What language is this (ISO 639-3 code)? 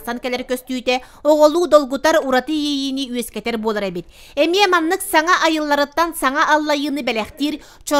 sah